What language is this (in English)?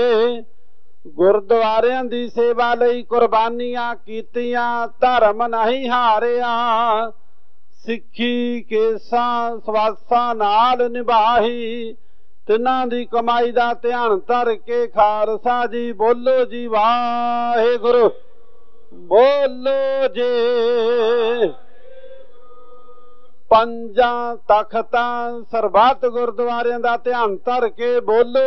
Punjabi